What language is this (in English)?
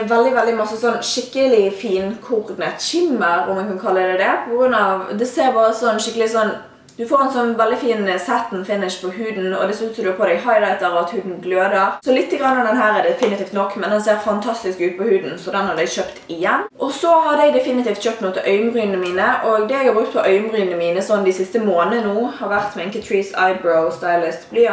Norwegian